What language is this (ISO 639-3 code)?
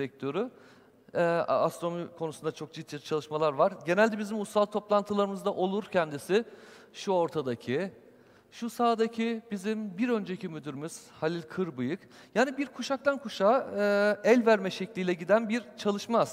tur